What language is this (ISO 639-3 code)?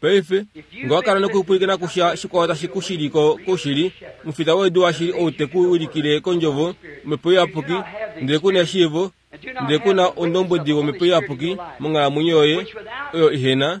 kua